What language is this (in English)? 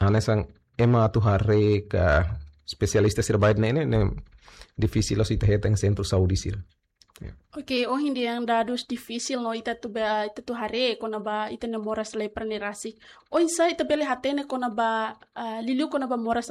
Tetum